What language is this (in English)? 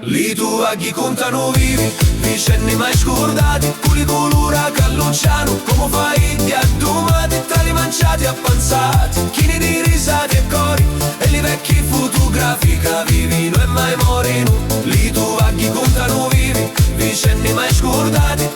Sicilian